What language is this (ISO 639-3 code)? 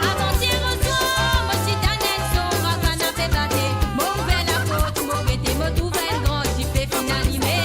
mfe